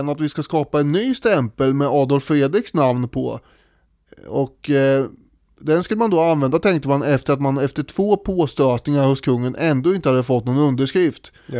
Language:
Swedish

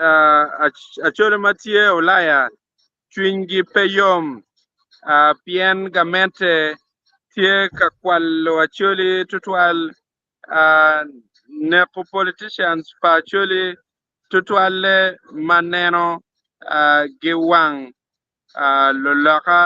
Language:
Acoli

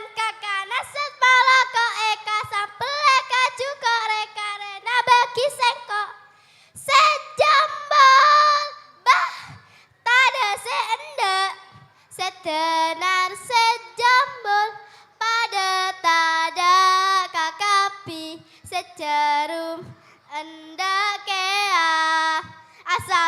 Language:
Madurese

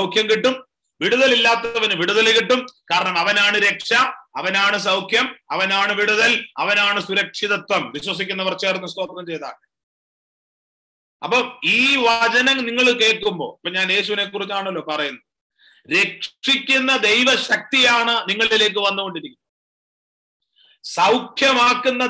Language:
Malayalam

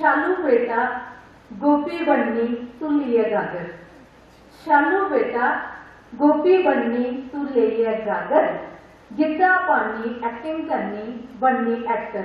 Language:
Dogri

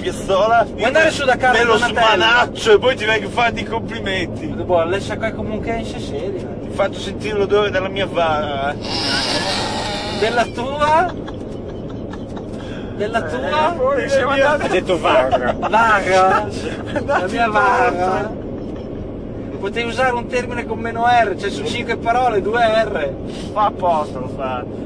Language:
Italian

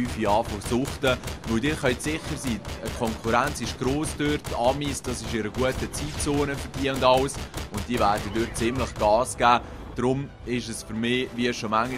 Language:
Swiss German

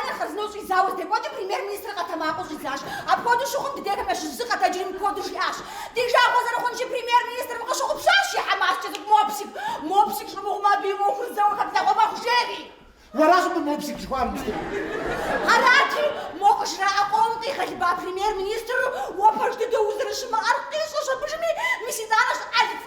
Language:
Kabardian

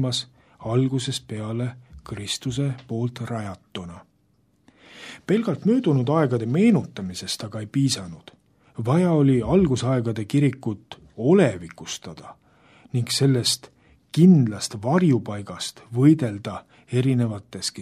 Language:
Estonian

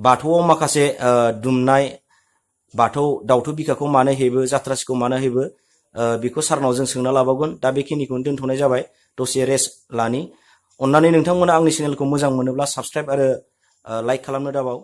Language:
Bodo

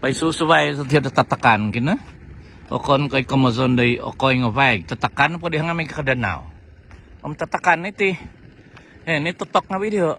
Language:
Central Dusun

